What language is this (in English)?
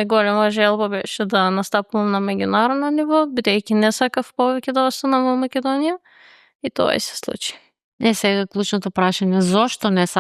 Macedonian